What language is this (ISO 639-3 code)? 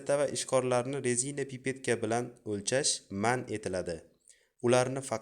uzb